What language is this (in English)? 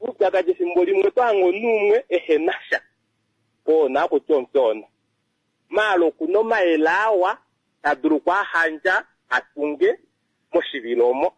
Kuanyama